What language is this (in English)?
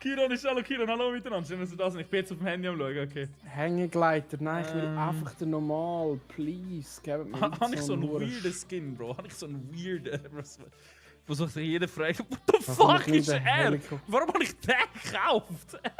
Swiss German